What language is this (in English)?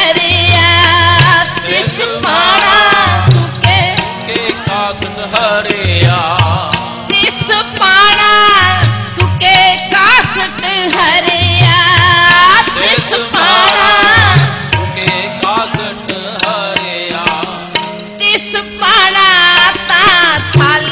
Punjabi